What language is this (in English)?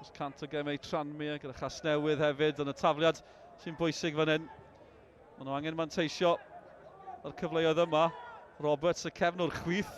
Welsh